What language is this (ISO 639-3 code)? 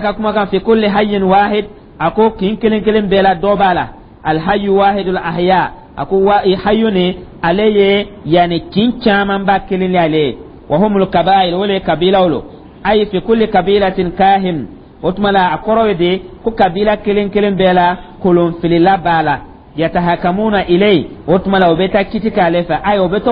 dyu